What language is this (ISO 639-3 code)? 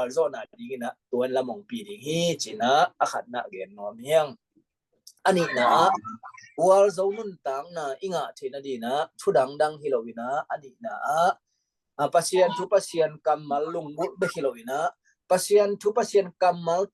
ctd